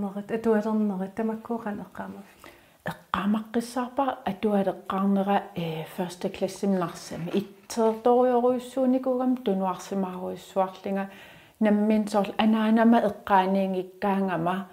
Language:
Kalaallisut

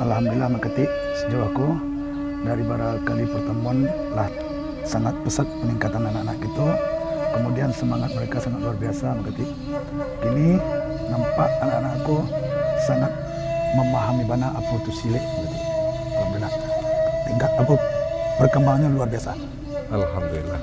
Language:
Minangkabau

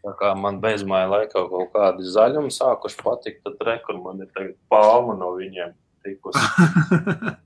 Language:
Latvian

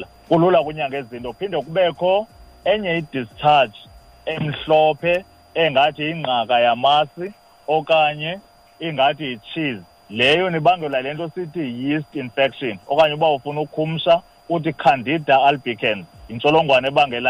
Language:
Xhosa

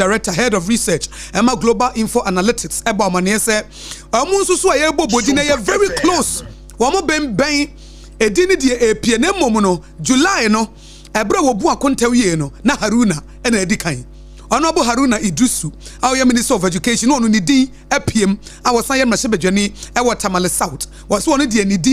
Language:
Akan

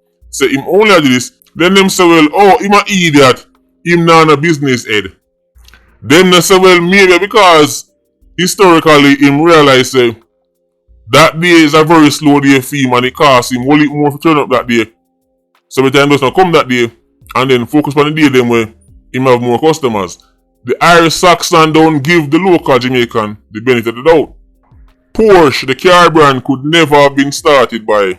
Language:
Jamaican Creole English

